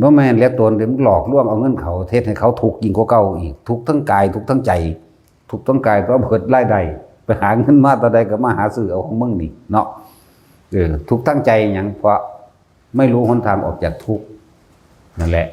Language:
Northeastern Thai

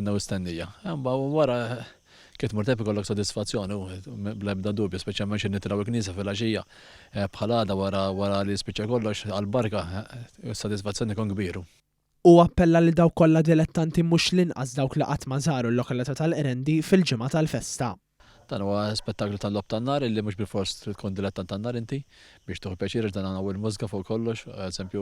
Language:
Maltese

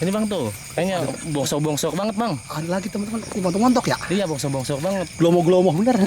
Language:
Betawi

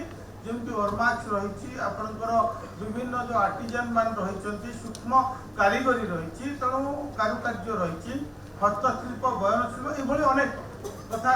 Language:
Odia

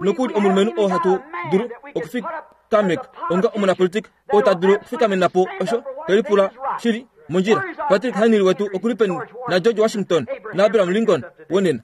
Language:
Kuanyama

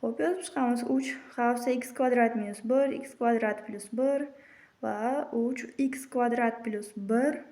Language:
Uzbek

